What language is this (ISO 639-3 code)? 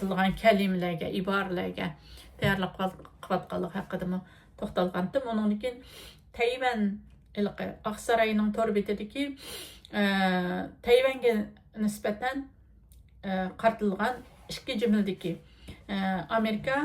uig